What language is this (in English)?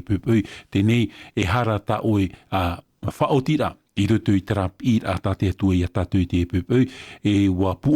Tahitian